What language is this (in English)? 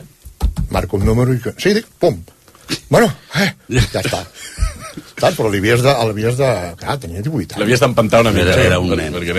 Catalan